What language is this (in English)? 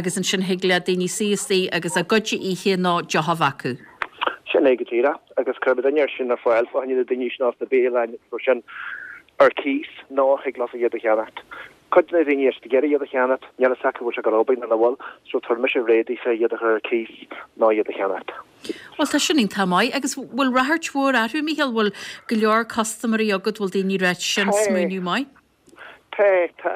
Irish